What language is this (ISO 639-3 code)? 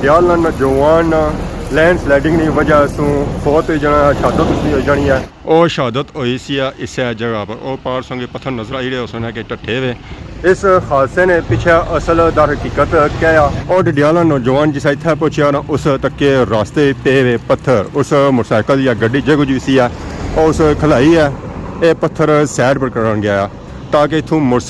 phr